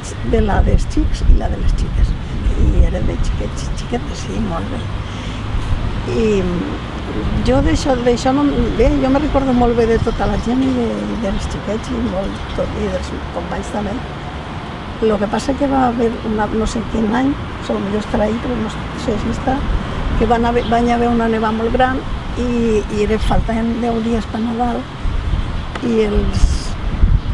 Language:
Catalan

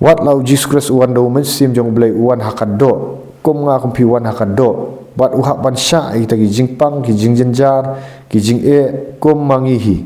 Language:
Khasi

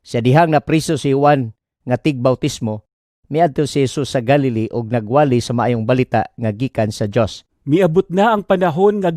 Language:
Cebuano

